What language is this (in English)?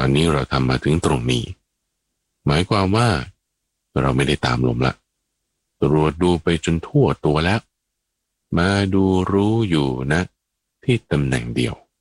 Thai